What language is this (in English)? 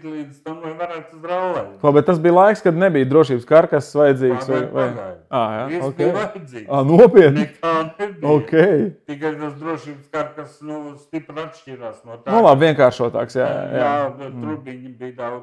Latvian